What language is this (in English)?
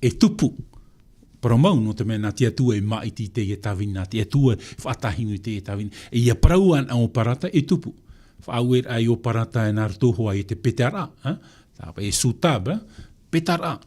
Tahitian